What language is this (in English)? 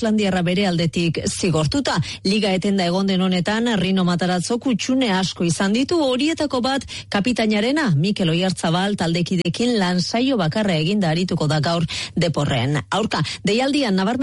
Basque